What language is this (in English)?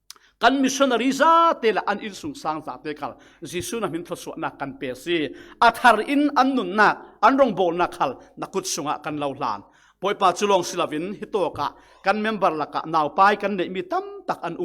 Falam Chin